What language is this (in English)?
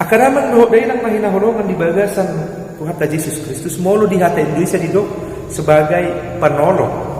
Batak Toba